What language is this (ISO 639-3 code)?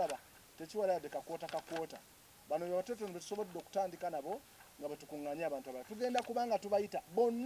lug